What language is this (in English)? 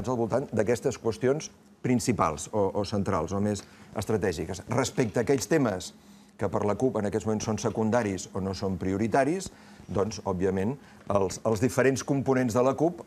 Catalan